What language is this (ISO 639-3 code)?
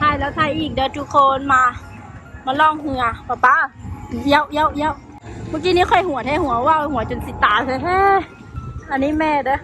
lao